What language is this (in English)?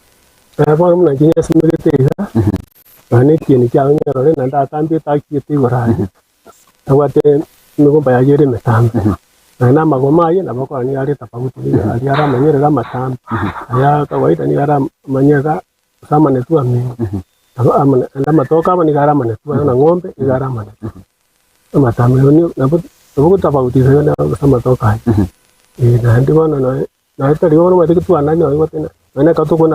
Gusii